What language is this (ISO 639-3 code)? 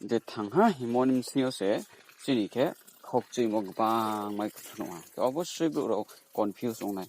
ria